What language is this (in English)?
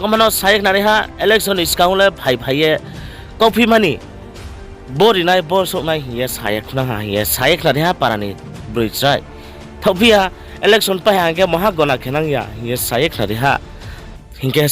Riang (India)